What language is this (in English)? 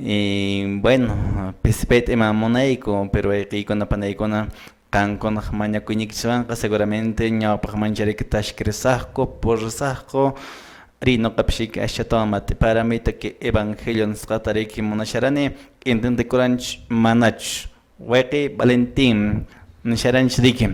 Quechua